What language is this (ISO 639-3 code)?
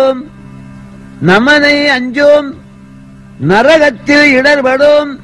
tam